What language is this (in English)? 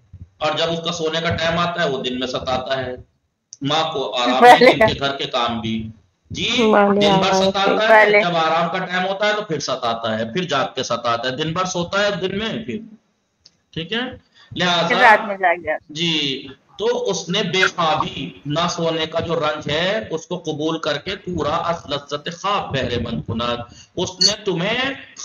Urdu